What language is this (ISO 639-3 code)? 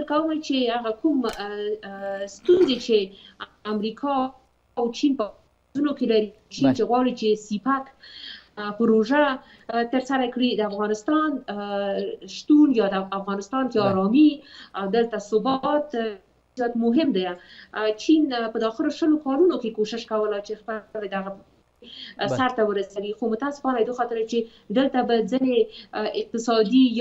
pus